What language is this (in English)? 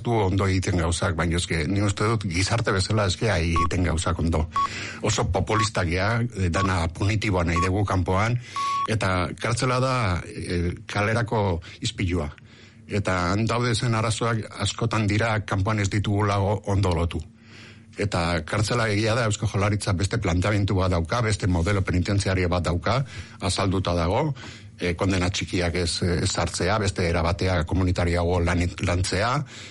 Basque